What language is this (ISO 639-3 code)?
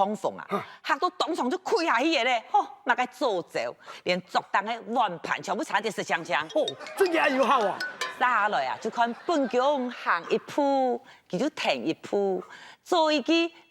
hak